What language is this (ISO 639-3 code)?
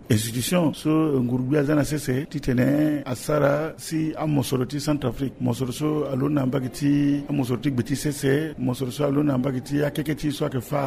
sag